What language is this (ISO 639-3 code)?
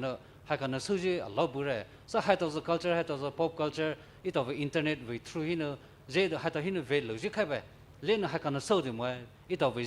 pmx